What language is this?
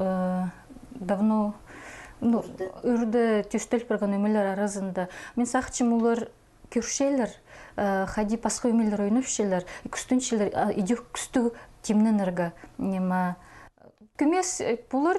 Khakas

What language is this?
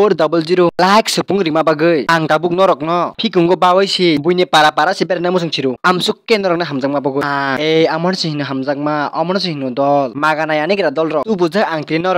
Kok Borok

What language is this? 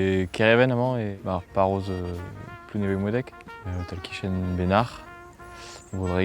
Breton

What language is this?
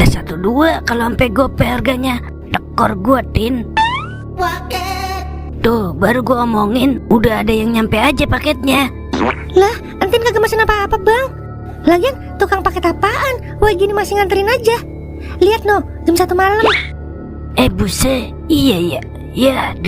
Betawi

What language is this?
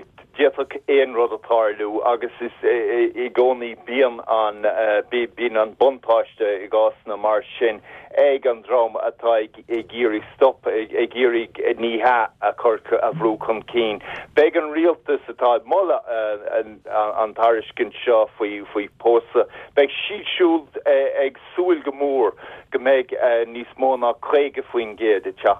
Irish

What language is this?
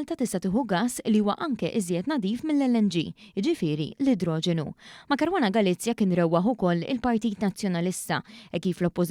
Maltese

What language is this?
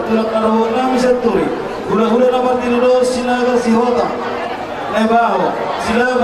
Batak Toba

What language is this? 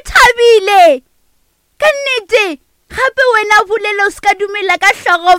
Northern Sotho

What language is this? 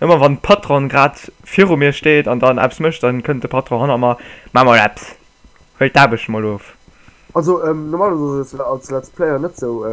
Luxembourgish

